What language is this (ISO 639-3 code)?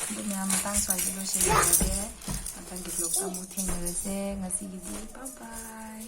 mni